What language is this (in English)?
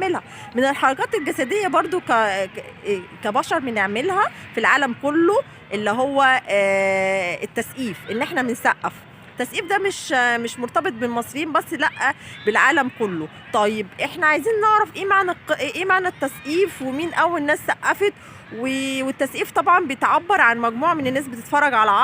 Egyptian Arabic